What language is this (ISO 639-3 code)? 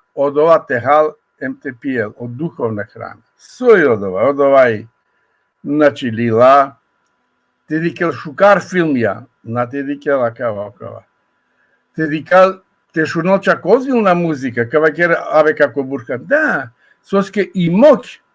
rmn